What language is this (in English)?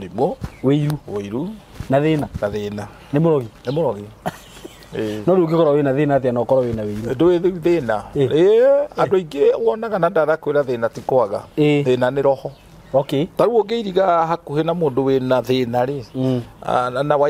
Kikuyu